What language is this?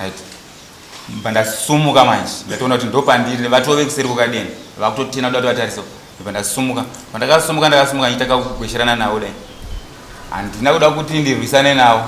Shona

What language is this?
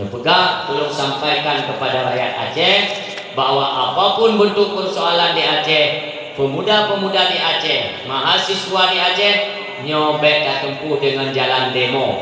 Achinese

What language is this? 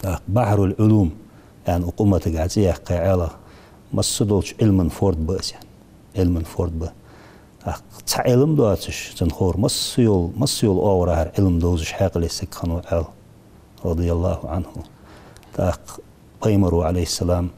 Ingush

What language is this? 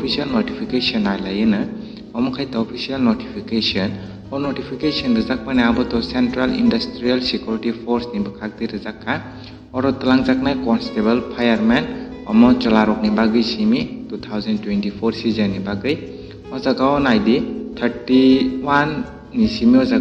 Kok Borok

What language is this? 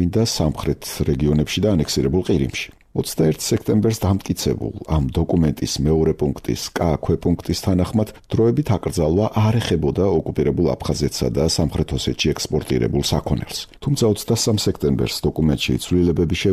Georgian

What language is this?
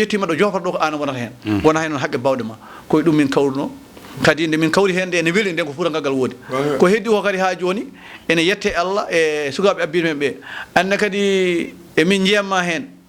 Fula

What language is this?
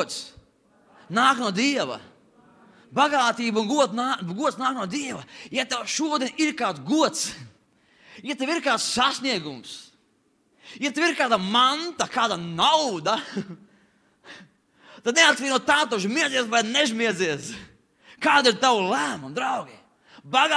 Latvian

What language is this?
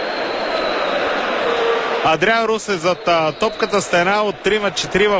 Bulgarian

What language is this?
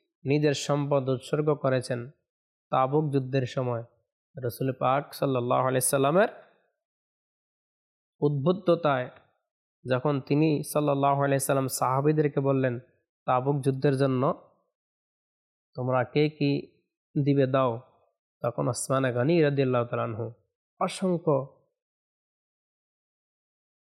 Bangla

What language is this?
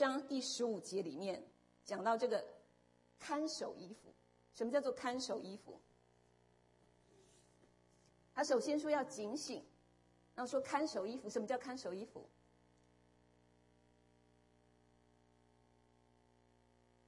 Chinese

